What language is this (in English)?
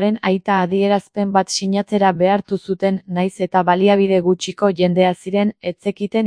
Basque